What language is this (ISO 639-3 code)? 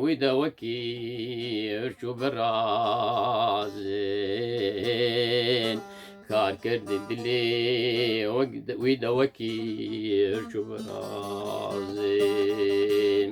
kur